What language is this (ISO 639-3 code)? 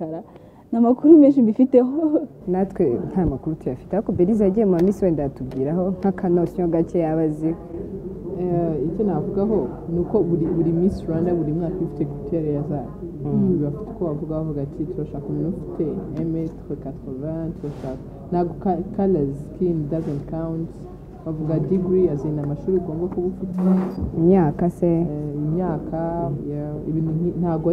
kin